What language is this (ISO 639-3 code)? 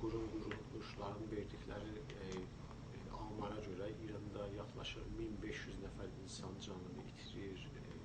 azb